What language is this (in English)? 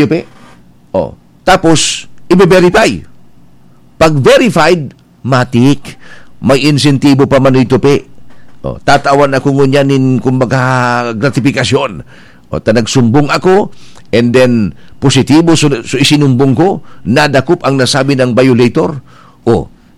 Bikol